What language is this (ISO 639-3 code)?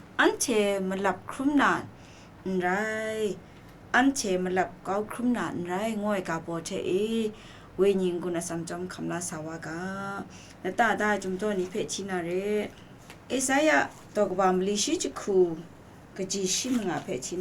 kac